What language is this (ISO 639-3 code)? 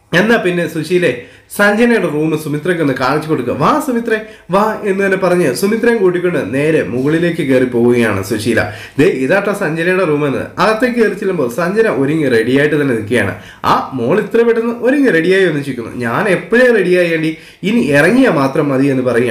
mal